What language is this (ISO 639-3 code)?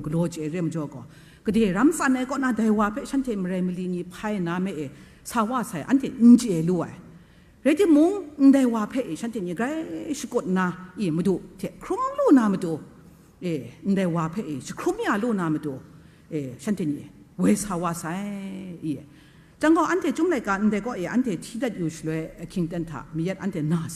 kac